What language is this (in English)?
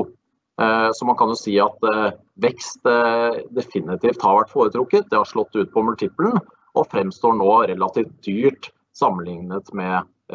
Norwegian